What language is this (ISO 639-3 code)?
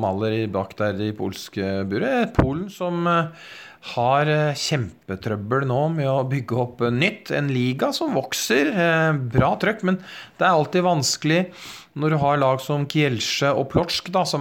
nor